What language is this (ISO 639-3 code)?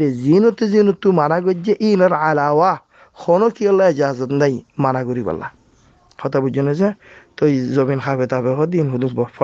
rhg